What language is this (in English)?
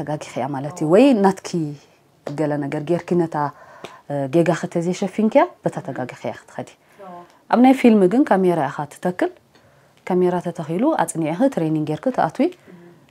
Tigrinya